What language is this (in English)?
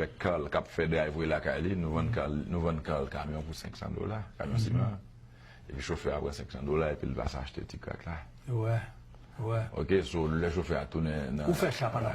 Haitian Creole